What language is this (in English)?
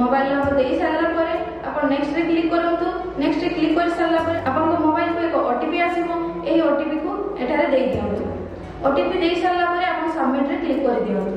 Odia